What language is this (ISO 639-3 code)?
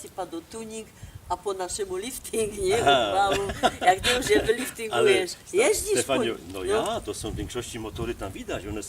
szl